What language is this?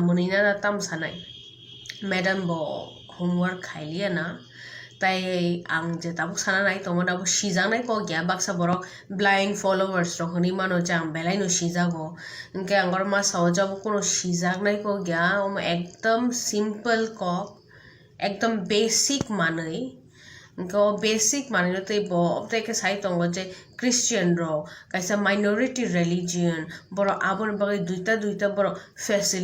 Kok Borok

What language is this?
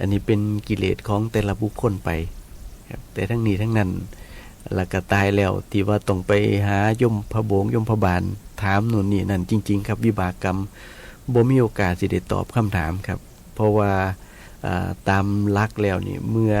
Northeastern Thai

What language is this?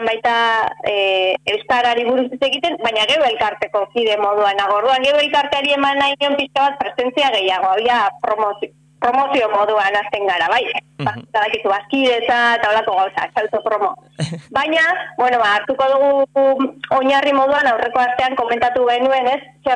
Basque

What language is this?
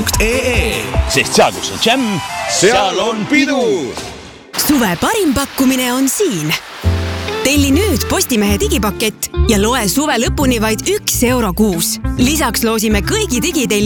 Estonian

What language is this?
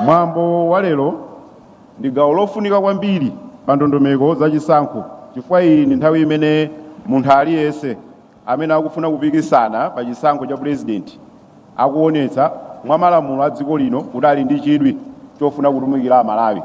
Nyanja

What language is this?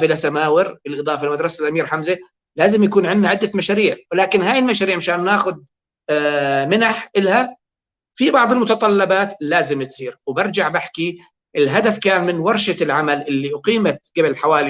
North Levantine Arabic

